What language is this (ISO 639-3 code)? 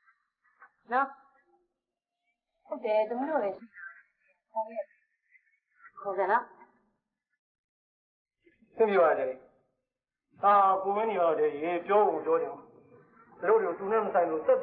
mya